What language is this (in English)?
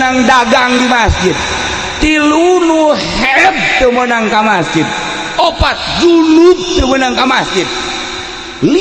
Sundanese